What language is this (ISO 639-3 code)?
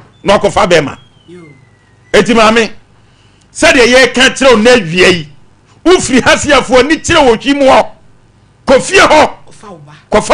aka